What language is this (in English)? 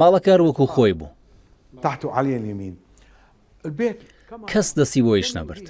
Central Kurdish